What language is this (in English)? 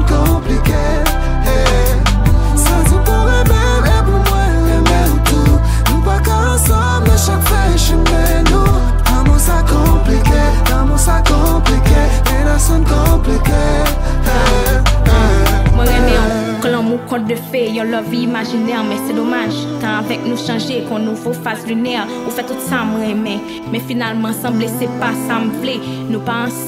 Haitian Creole